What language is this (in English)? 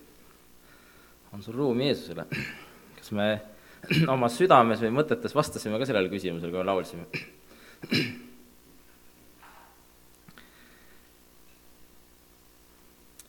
Estonian